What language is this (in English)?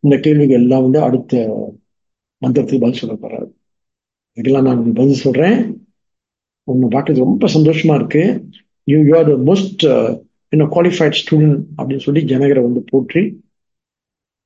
Tamil